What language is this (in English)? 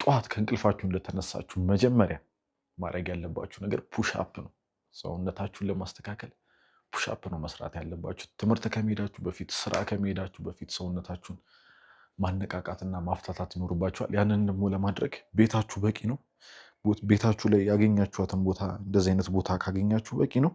Amharic